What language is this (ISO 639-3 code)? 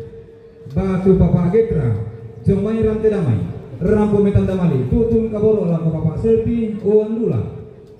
sda